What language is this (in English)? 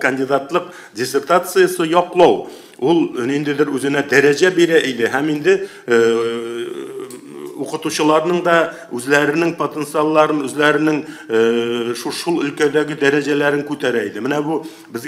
Tatar